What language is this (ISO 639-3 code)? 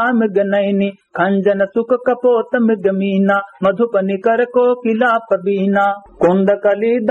awa